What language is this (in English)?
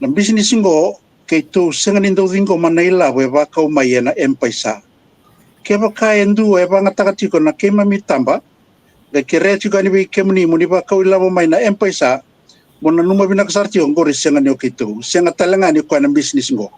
Fijian